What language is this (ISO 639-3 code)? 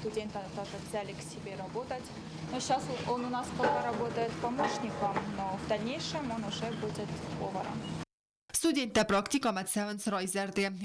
oss